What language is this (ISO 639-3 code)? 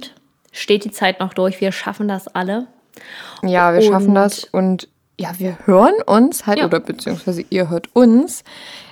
deu